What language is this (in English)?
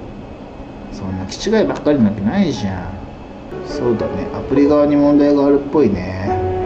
Japanese